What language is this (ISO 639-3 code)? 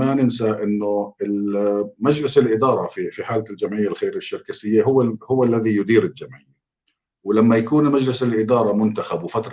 apc